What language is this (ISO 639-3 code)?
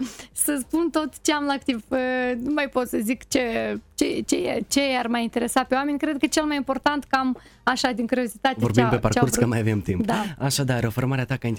ron